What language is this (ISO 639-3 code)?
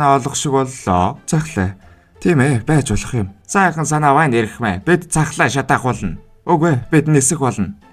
mon